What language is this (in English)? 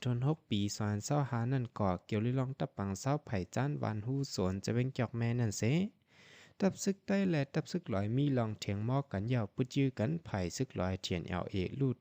Shan